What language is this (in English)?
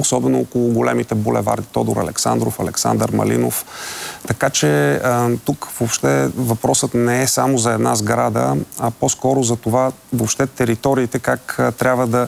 Bulgarian